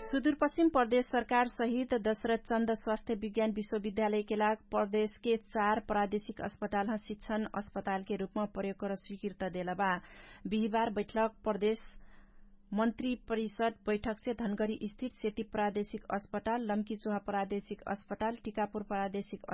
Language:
Dangaura Tharu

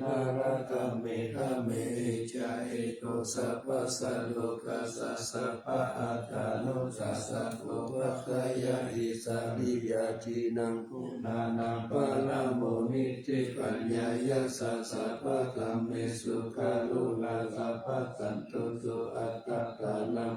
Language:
Pali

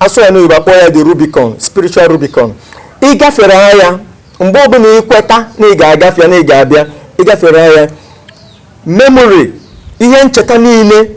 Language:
Igbo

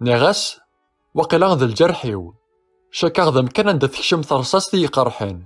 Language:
Kabyle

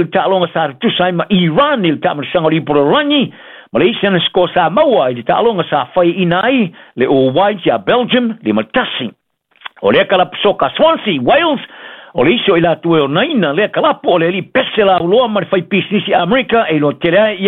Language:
Samoan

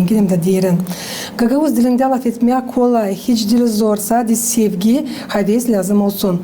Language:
Gagauz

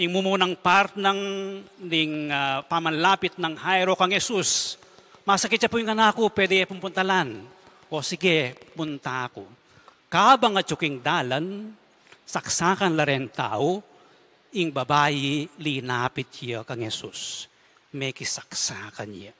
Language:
Pampanga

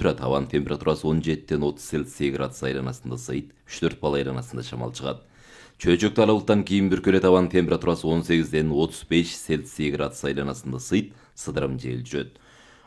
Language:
Kyrgyz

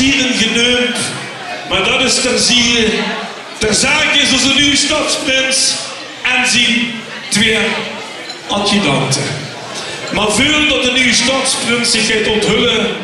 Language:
Limburgish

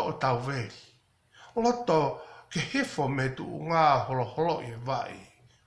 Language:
Tongan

